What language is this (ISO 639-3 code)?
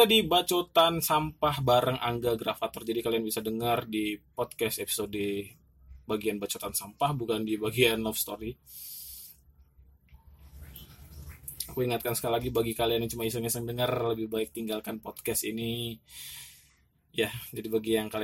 ind